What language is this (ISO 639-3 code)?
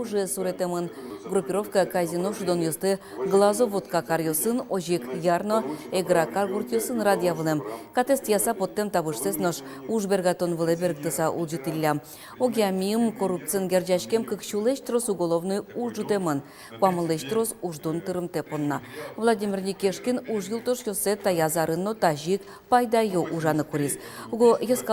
udm